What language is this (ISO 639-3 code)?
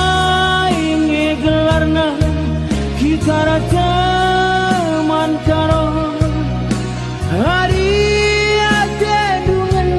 btx